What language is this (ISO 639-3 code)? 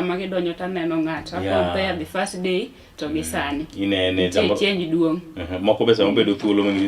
luo